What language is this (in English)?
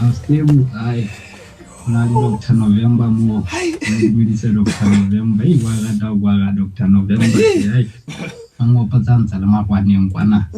Southern Sotho